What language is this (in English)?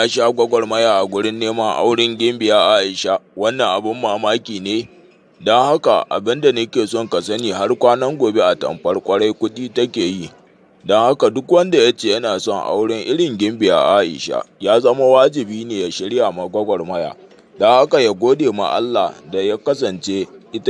Hausa